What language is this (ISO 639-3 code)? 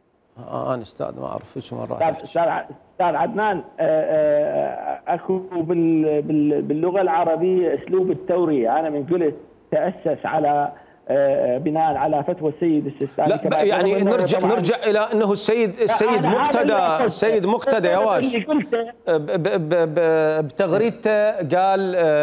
acm